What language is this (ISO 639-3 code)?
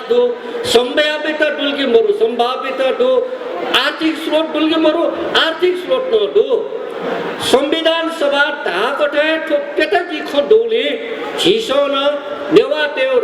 new